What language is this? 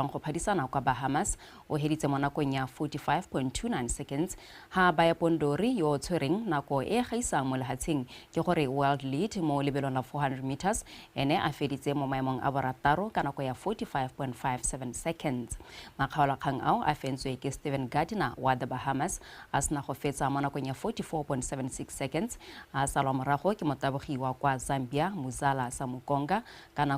Tswana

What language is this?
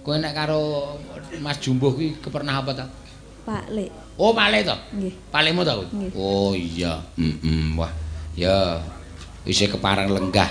Javanese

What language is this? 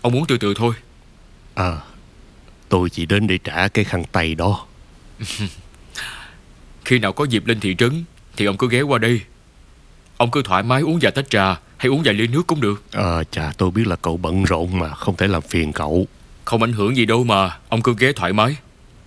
Vietnamese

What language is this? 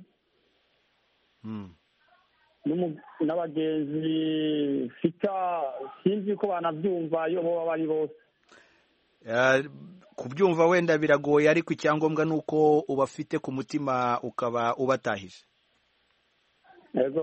Kinyarwanda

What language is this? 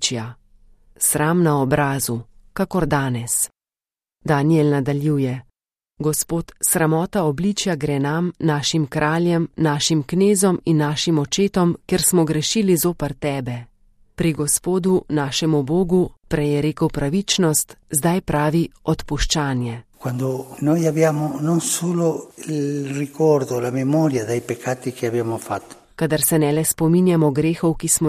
Slovenian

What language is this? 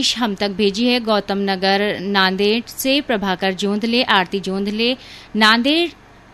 Hindi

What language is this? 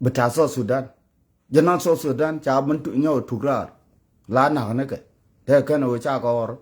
Nuer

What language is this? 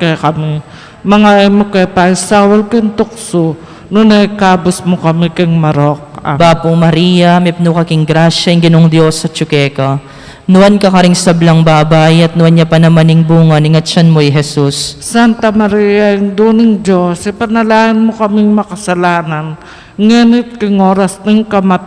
Pampanga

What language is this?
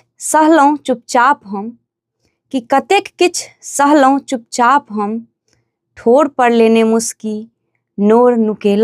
Maithili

